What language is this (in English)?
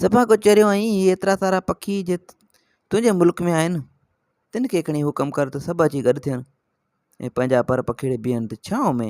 Sindhi